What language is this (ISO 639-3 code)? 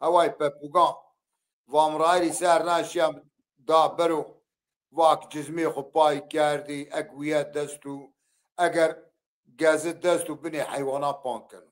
zza